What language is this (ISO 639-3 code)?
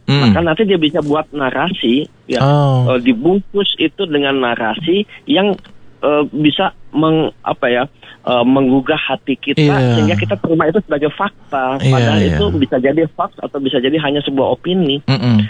ind